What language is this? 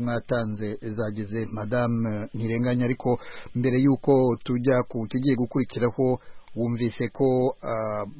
Kinyarwanda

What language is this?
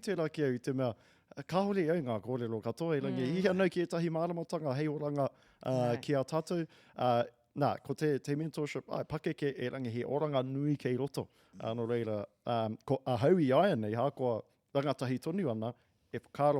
Māori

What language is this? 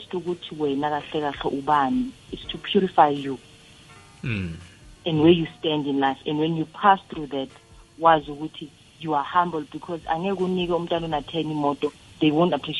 South Ndebele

